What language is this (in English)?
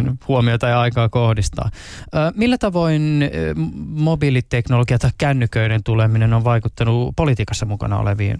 Finnish